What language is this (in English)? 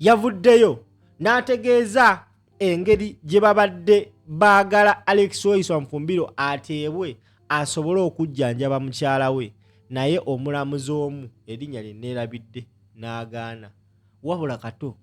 Ganda